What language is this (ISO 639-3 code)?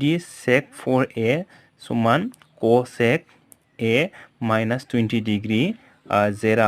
brx